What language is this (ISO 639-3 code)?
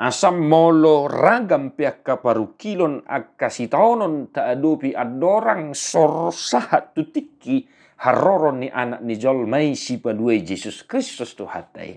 bbc